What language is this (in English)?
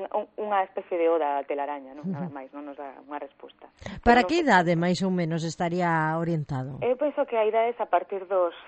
Galician